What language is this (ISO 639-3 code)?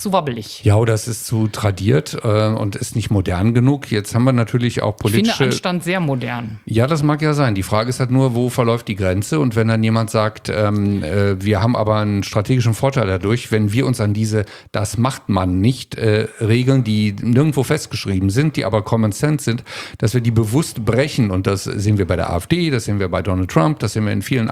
deu